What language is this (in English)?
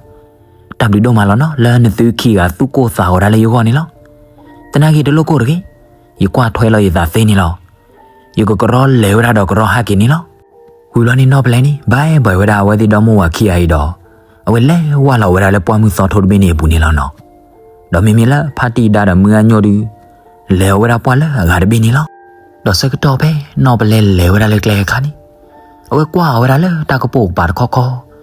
S'gaw Karen